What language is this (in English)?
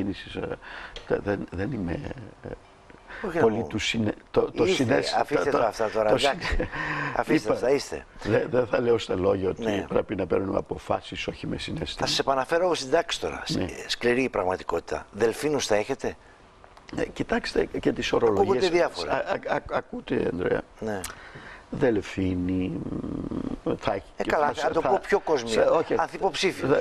Greek